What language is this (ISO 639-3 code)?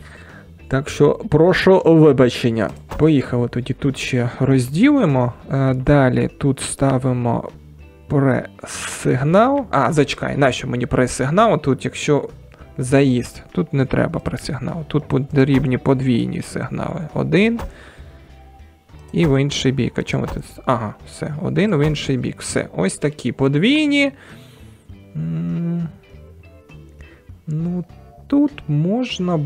ukr